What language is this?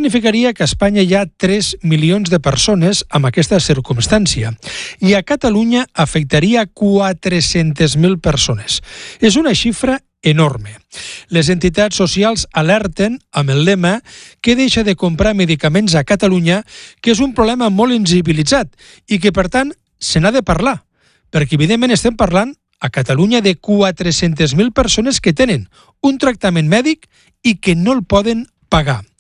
Catalan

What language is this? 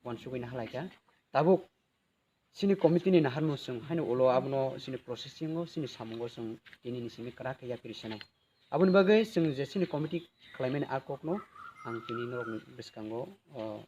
Kok Borok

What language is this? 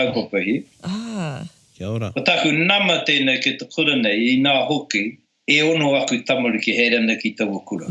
Māori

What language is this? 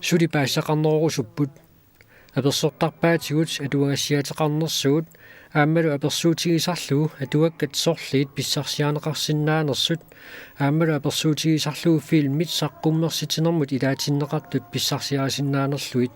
Kalaallisut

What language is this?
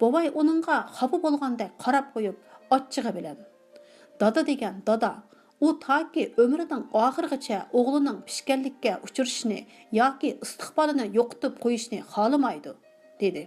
Uyghur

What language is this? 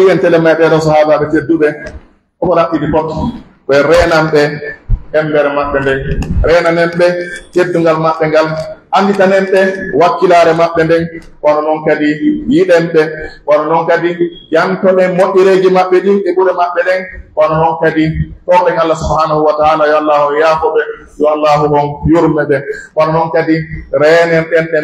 Pular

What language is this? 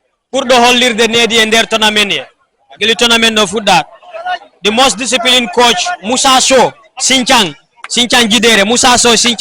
Fula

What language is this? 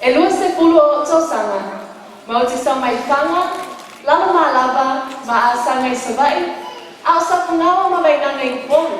Samoan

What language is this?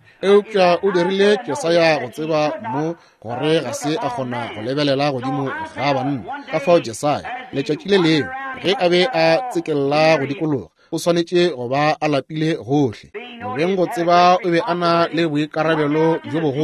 Northern Sotho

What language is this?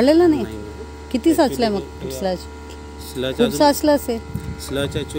Marathi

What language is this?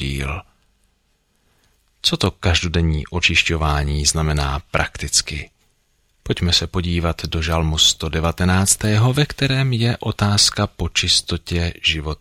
Czech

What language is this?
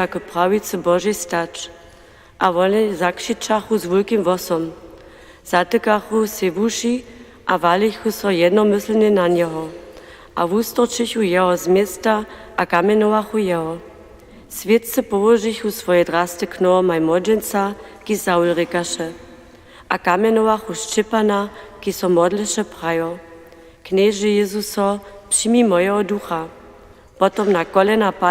Upper Sorbian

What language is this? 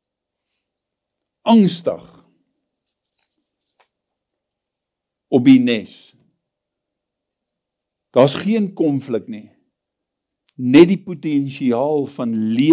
Afrikaans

